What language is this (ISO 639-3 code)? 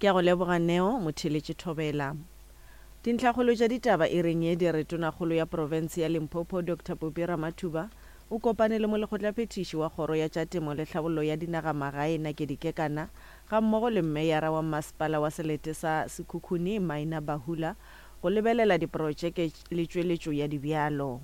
nso